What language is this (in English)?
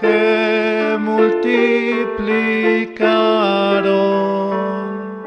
Aymara